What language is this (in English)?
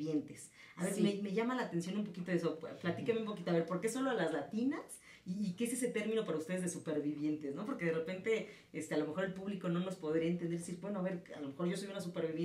Spanish